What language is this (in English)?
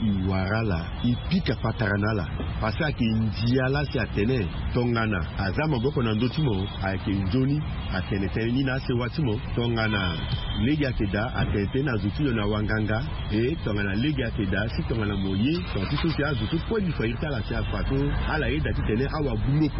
Sango